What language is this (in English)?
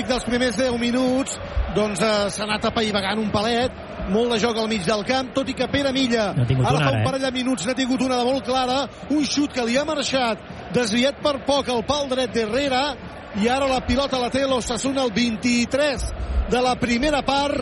Catalan